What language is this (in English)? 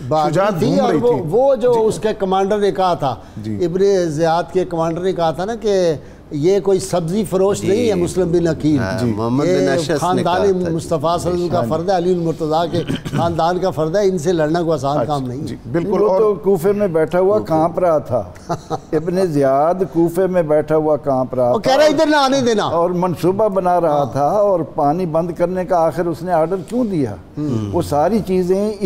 Urdu